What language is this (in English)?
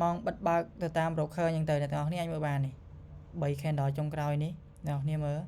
Khmer